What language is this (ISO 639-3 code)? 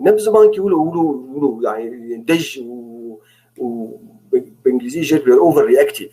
apc